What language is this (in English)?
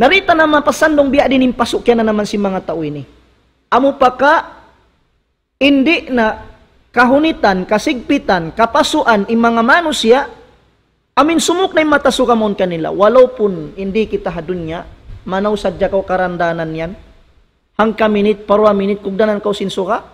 Tausug